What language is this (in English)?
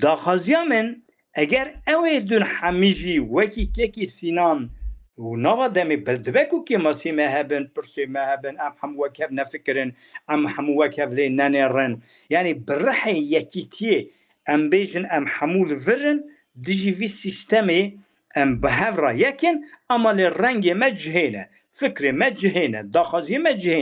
Kurdish